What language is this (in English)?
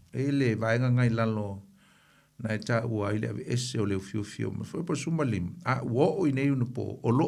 Samoan